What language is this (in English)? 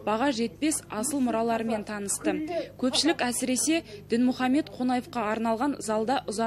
Kazakh